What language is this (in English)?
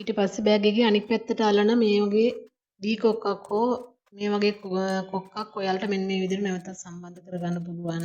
Sinhala